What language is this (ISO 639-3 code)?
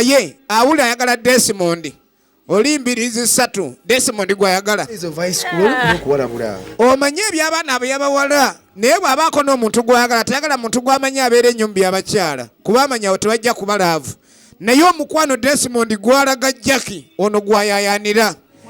lug